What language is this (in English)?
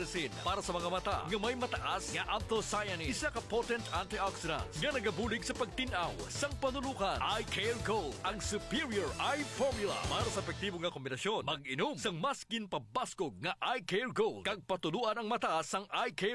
Hiligaynon